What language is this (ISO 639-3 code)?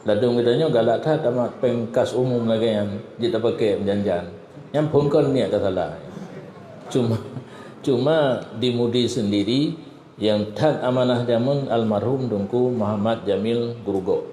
ace